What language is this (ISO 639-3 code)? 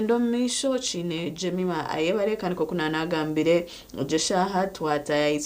nyn